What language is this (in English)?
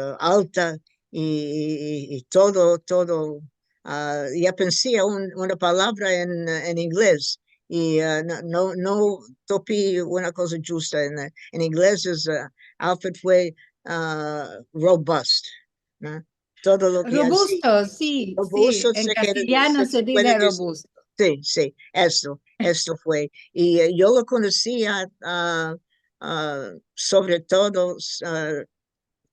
Ladino